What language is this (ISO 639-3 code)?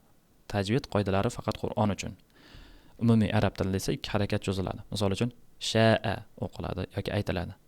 uzb